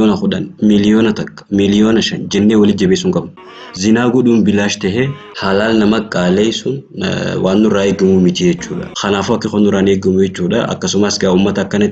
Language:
Oromo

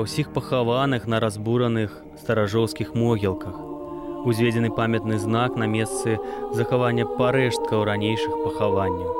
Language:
Belarusian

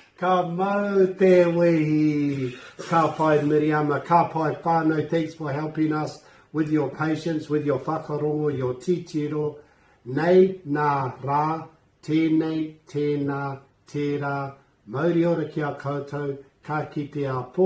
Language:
Māori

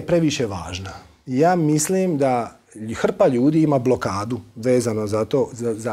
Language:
Croatian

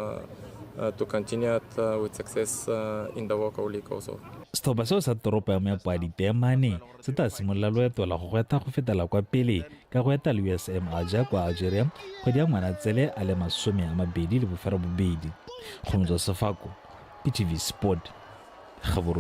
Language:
Tswana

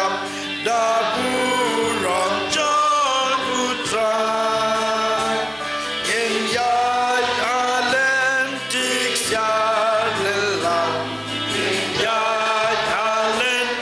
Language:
Khasi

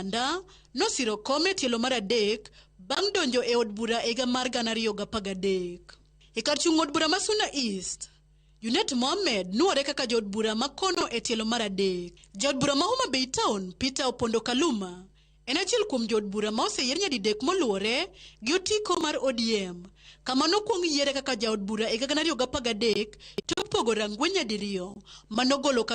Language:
Luo (Kenya and Tanzania)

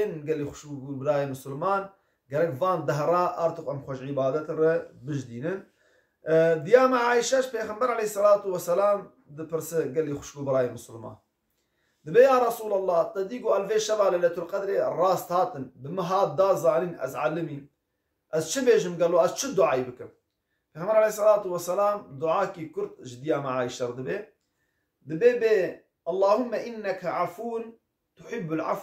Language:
Kurdish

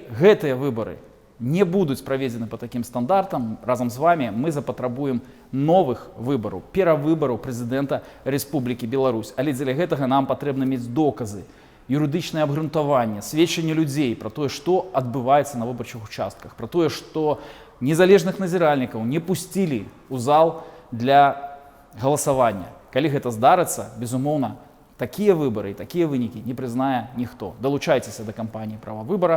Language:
Belarusian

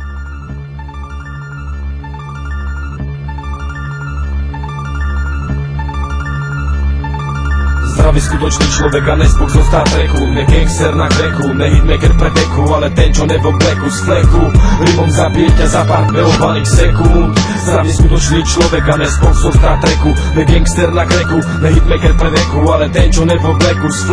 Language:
Slovak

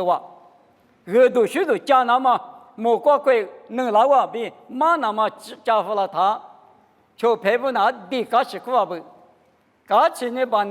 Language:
Lisu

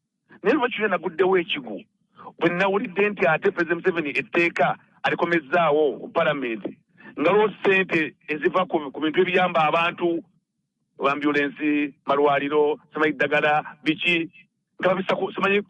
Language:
Ganda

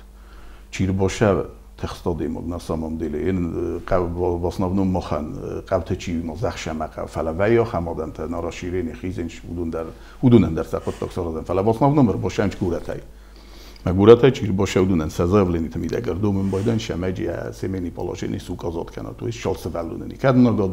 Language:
Ossetic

